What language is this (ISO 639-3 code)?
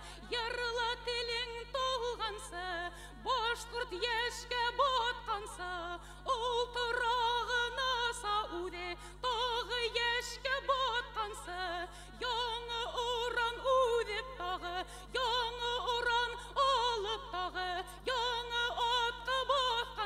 bak